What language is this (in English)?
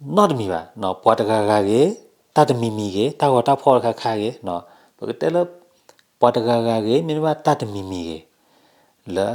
S'gaw Karen